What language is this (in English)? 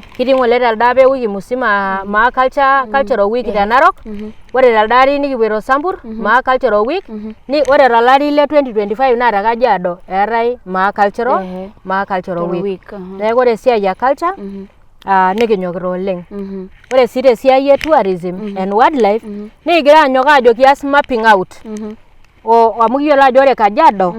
Masai